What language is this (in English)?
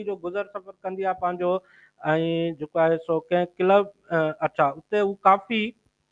Sindhi